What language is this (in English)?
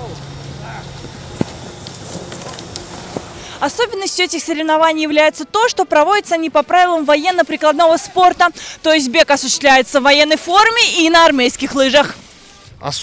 Russian